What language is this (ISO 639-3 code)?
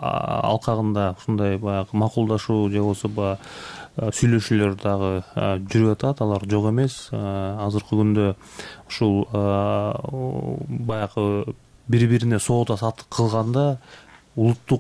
kir